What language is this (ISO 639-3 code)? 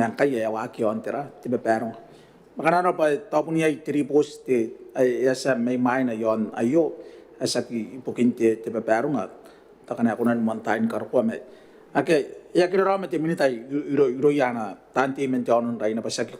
gil